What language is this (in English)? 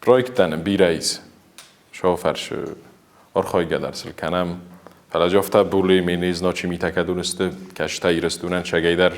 Ossetic